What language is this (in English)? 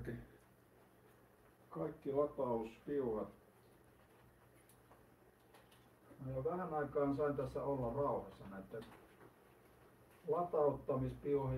Finnish